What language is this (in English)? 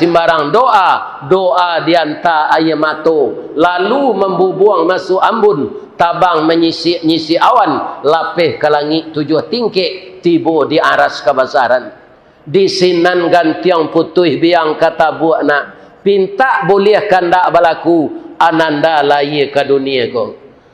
Minangkabau